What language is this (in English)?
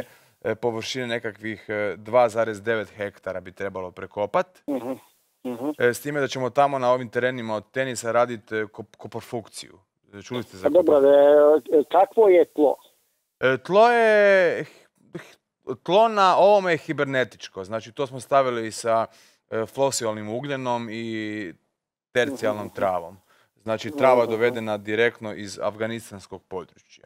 Croatian